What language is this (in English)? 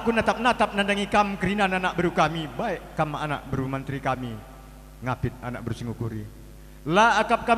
Batak Karo